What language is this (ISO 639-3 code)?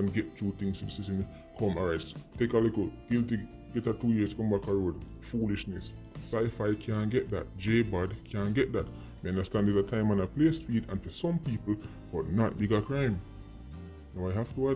jam